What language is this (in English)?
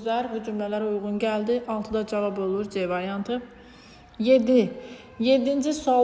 Azerbaijani